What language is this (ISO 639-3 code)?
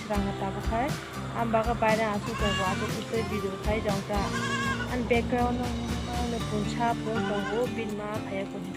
trp